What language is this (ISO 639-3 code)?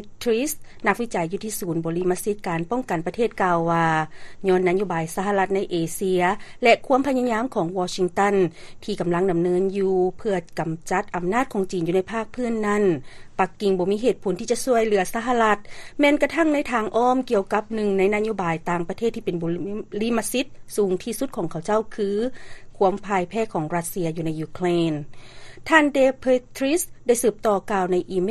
lao